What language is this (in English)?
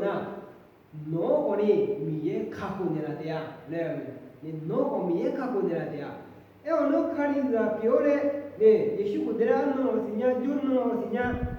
Akha